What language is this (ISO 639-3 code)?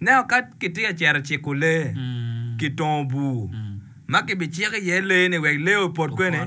ach